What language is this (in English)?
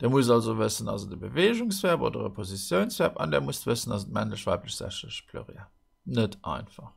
Luxembourgish